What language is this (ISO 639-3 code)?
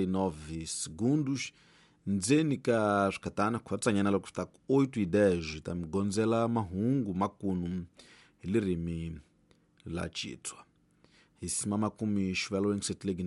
tso